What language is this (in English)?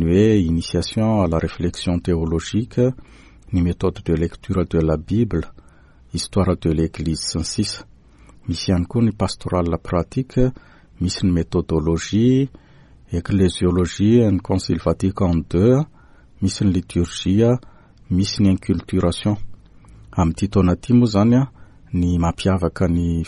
Malagasy